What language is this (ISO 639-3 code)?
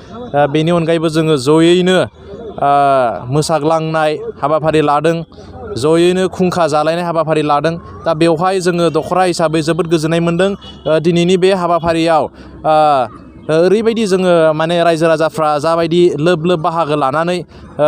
brx